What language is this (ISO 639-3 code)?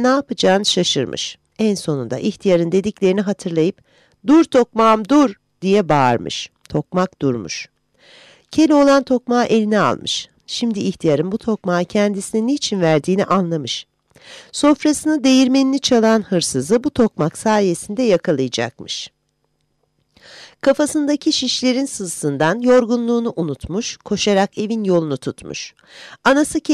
tur